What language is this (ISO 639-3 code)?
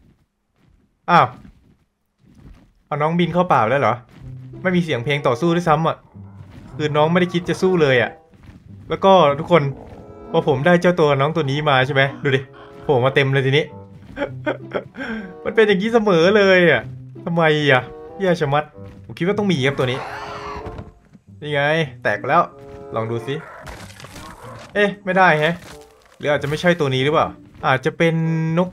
tha